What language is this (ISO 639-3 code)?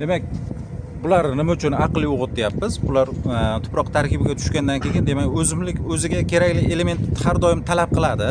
uzb